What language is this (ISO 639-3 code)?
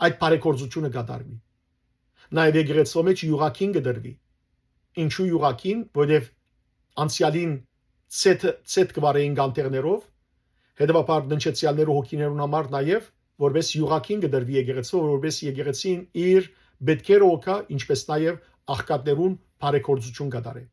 hyw